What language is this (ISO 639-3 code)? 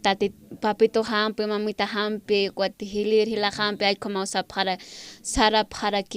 aym